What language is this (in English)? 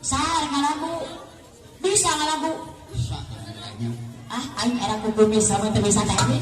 Sundanese